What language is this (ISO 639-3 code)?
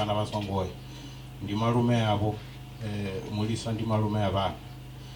ven